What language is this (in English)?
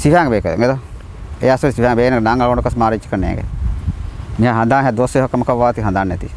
Divehi